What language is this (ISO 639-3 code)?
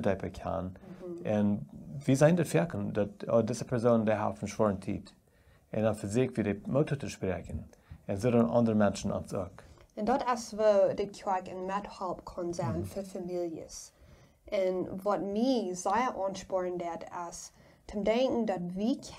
pdt